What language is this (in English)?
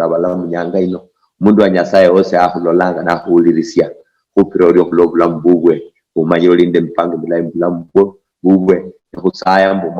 Luyia